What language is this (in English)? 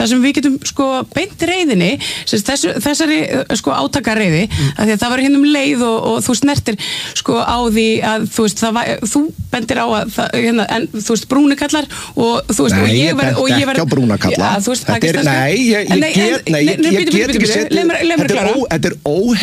Icelandic